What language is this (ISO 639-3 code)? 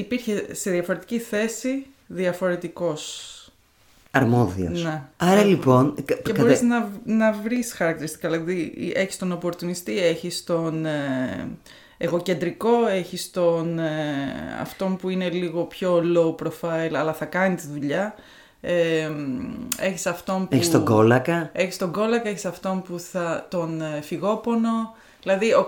ell